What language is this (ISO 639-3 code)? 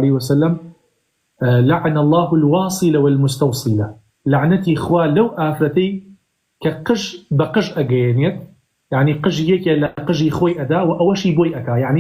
ckb